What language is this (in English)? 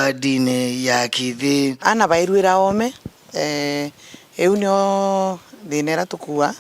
Meru